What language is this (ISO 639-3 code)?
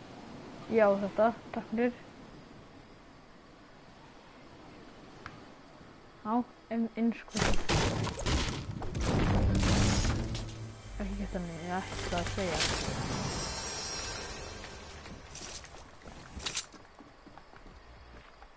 isl